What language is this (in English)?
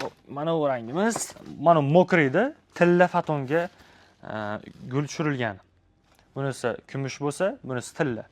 Uzbek